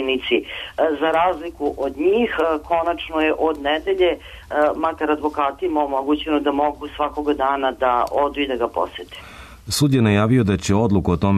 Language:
Serbian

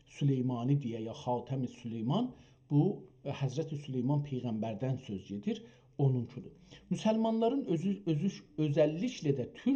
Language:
South Azerbaijani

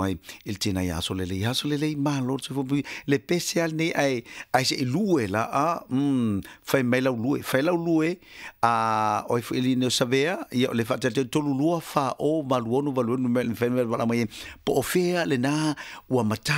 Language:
Samoan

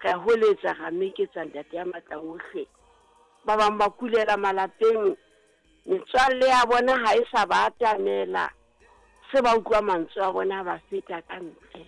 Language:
Southern Sotho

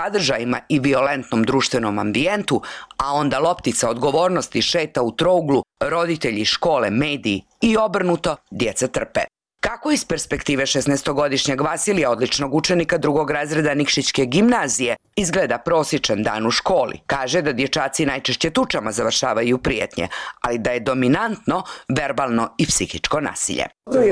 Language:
Croatian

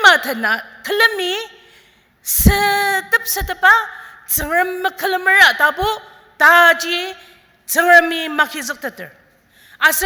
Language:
Ao Naga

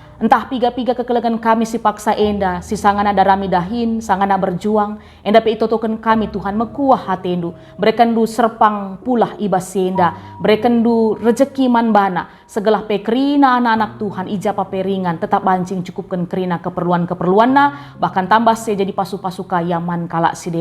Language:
Batak Karo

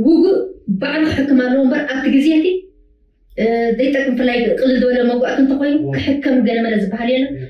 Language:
Tigrinya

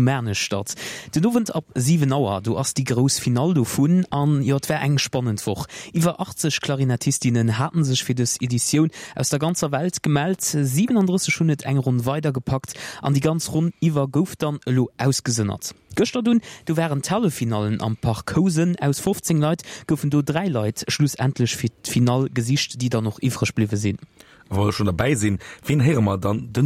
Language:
Luxembourgish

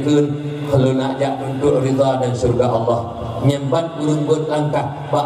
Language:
Achinese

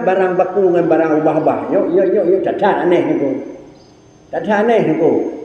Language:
Achinese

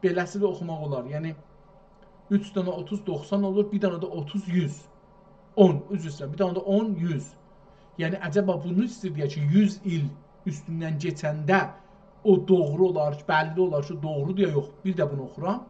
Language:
South Azerbaijani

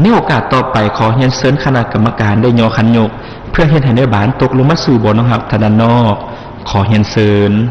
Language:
Lao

